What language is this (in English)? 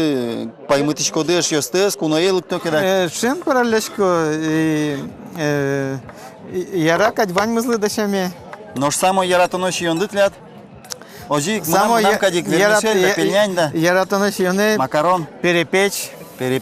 Udmurt